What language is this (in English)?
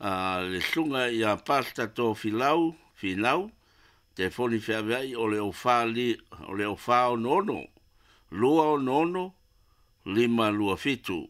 Samoan